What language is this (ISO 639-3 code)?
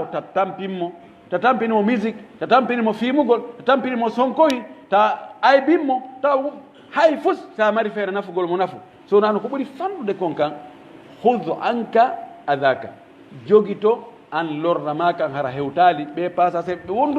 fuf